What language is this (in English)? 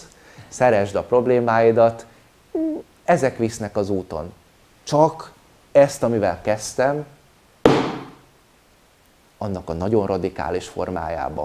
Hungarian